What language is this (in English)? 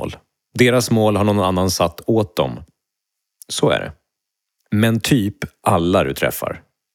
Swedish